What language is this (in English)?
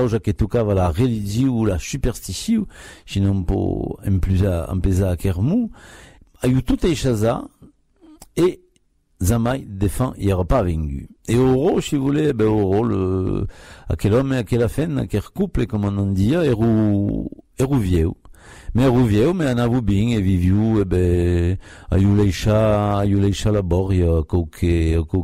Occitan